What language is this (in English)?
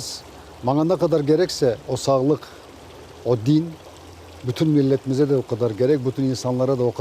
Crimean Tatar